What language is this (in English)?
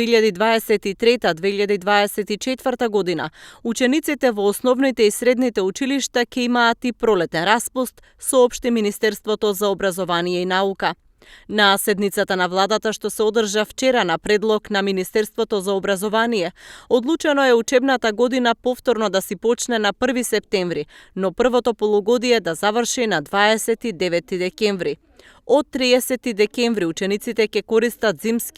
Macedonian